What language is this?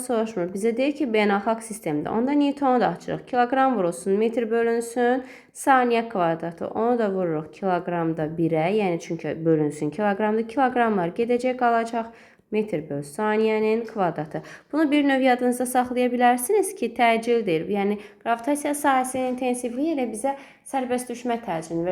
Azerbaijani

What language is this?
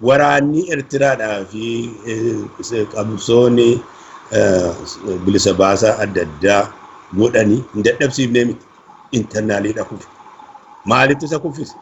Oromo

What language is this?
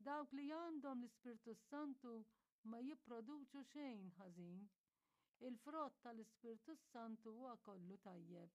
Maltese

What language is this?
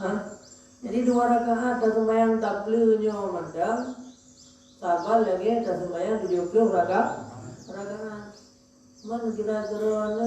Achinese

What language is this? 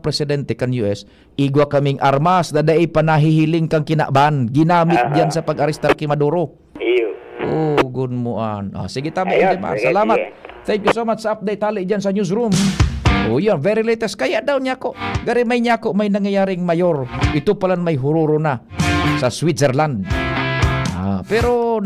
Bikol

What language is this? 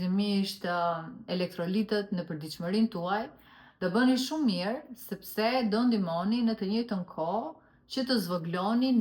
Albanian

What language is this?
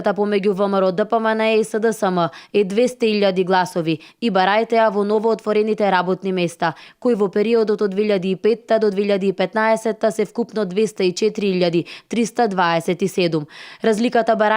Macedonian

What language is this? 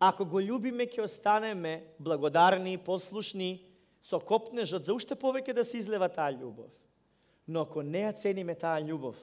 Macedonian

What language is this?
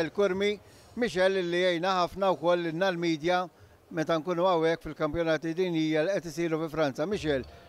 Maltese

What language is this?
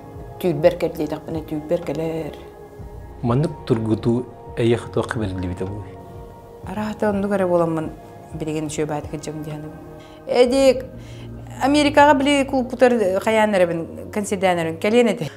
Yakut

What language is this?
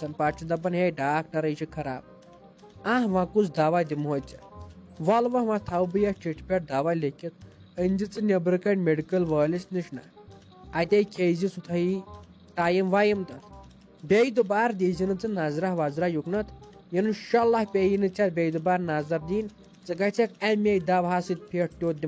Kashmiri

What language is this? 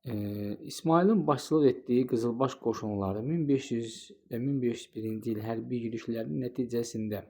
Azerbaijani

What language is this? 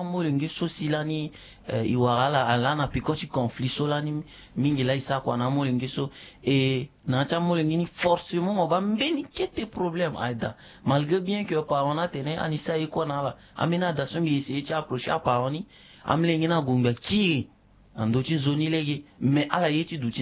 Sango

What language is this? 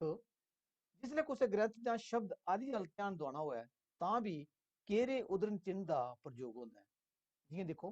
Dogri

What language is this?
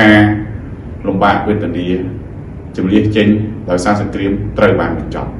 Khmer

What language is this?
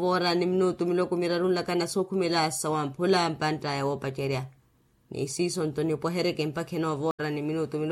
Makhuwa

